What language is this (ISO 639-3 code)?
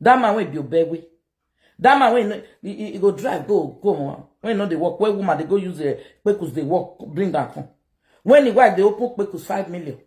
pcm